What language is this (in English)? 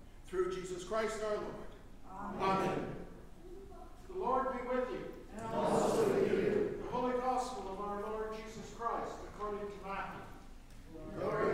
English